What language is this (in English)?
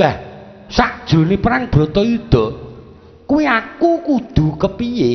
Javanese